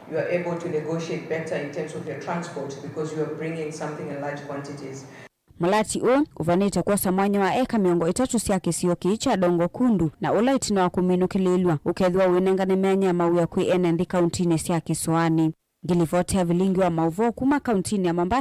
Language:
Kamba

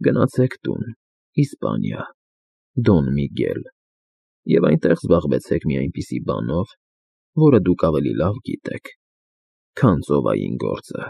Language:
Armenian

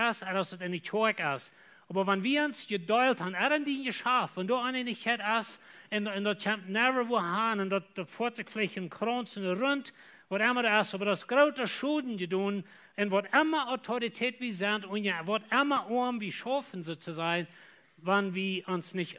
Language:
Plautdietsch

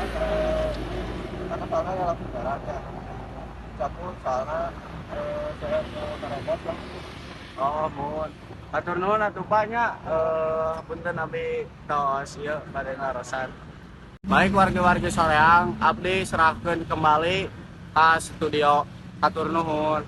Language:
Sundanese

